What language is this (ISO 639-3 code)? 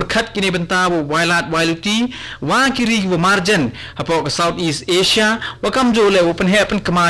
kha